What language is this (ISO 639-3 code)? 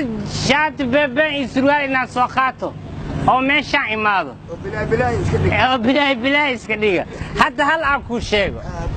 som